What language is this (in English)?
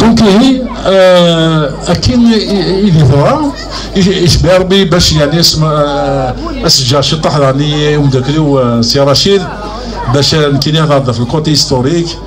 Kabyle